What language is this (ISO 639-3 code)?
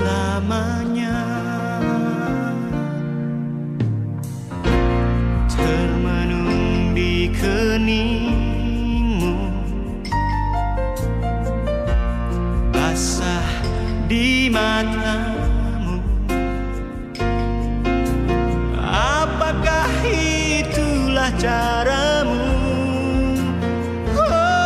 ind